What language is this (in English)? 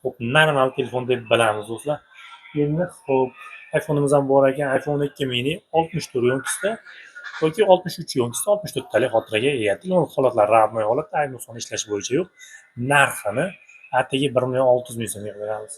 Uzbek